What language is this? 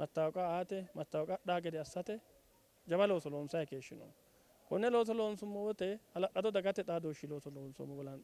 Sidamo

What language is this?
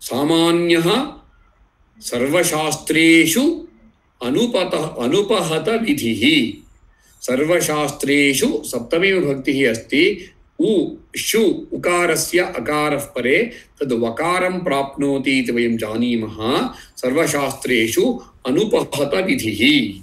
Sanskrit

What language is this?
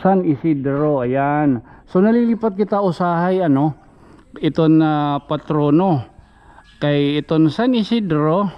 Waray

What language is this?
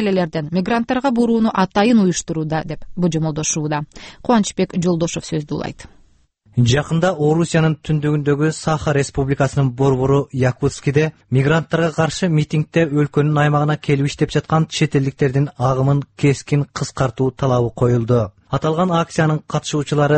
Kyrgyz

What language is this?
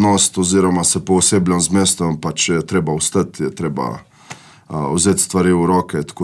Slovenian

